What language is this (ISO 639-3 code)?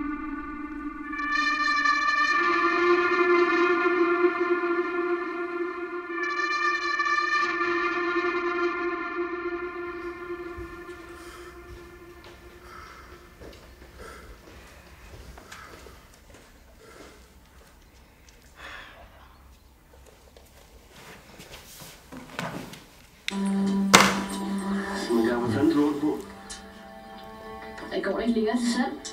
dan